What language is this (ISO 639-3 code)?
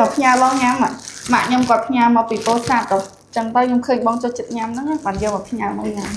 khm